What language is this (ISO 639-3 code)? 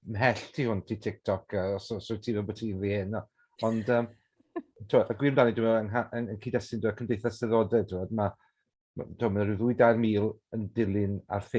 cym